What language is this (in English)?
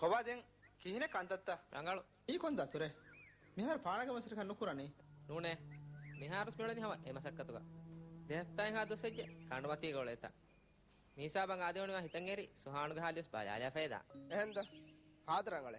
Divehi